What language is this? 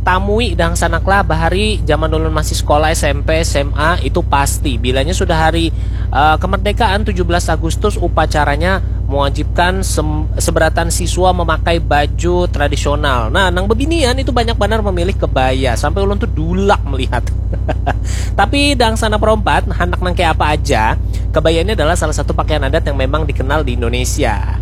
Banjar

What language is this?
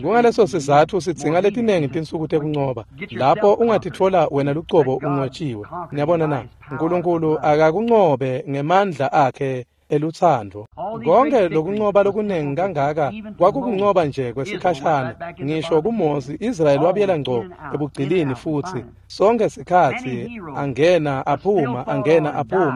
Swati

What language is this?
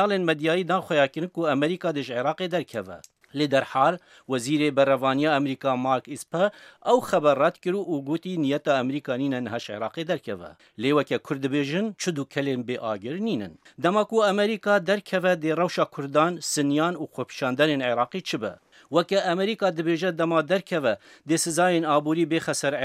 Kurdish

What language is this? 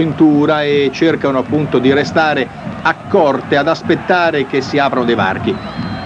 Italian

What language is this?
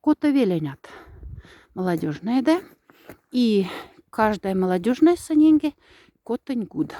Moksha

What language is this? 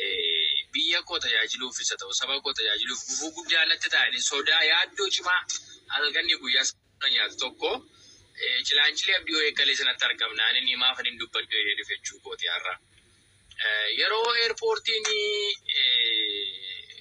Oromo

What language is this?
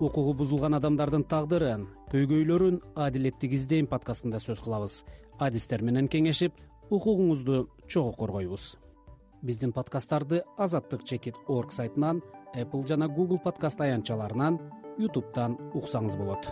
Kyrgyz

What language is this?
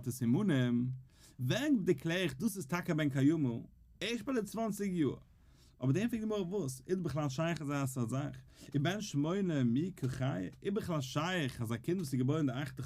Yiddish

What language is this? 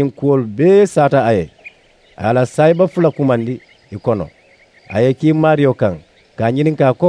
Mandingo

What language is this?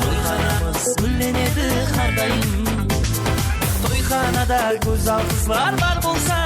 Kara-Kalpak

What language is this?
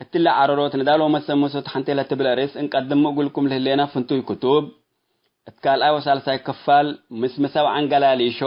Tigre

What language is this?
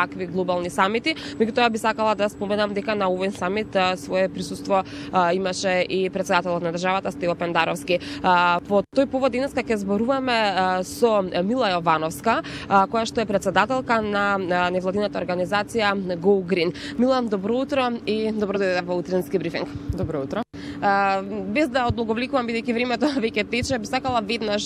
Macedonian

